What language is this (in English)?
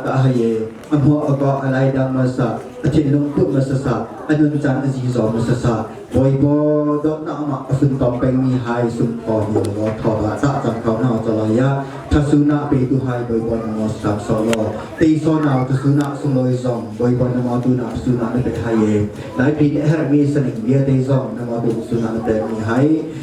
Hakha Chin